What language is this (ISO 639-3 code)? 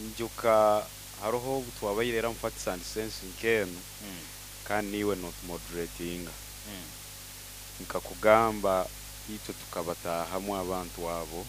nyo